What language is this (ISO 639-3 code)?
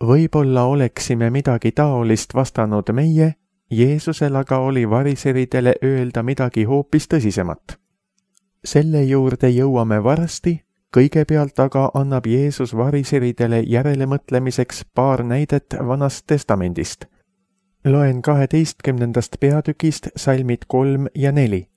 est